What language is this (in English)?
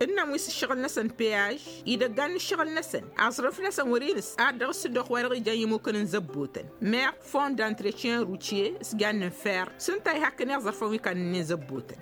Tamasheq